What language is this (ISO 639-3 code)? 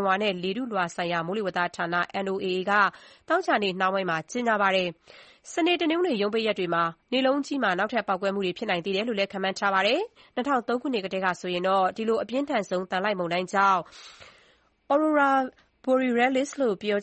mya